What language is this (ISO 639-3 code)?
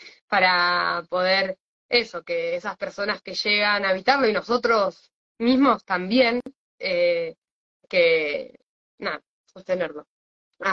spa